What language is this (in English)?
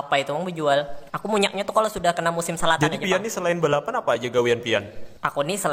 Banjar